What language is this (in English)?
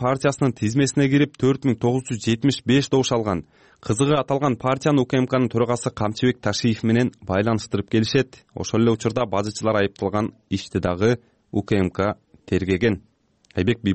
Kyrgyz